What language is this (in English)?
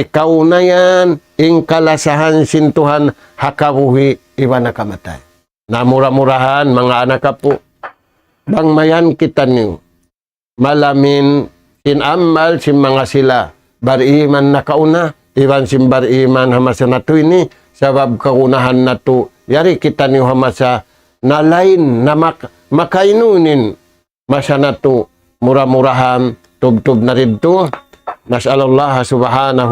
Tausug